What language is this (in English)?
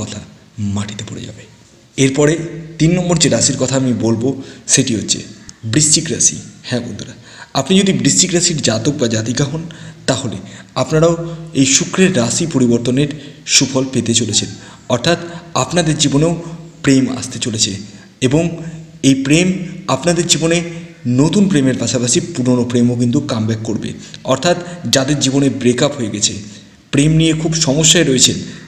Bangla